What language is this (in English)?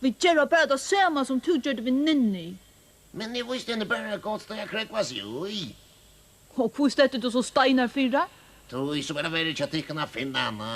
Faroese